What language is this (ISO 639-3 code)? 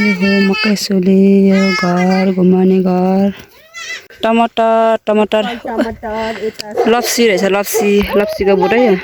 nep